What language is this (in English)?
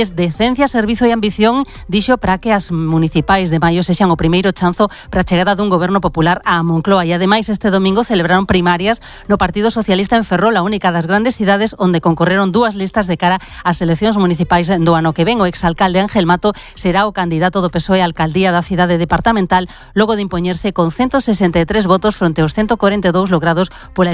Galician